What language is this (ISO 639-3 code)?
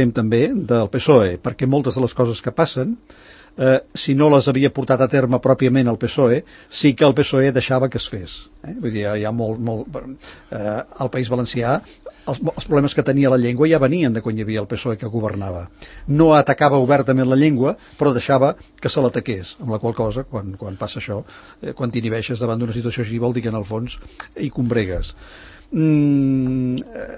cat